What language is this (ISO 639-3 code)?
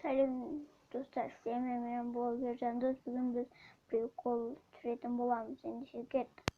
kaz